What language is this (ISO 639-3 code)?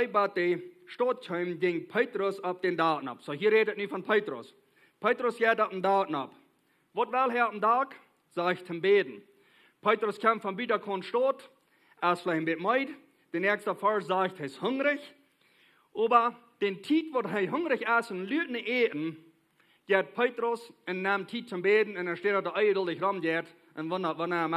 pdt